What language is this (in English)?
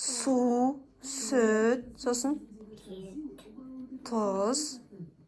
Kazakh